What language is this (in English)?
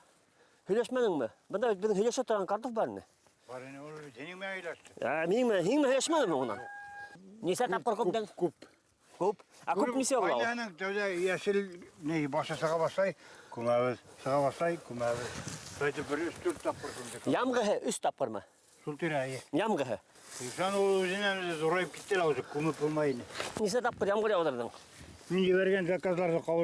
Bashkir